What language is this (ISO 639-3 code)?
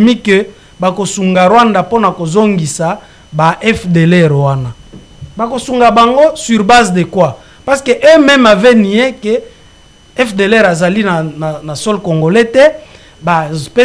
lin